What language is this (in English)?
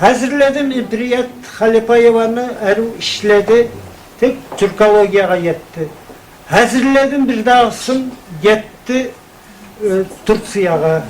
Kumyk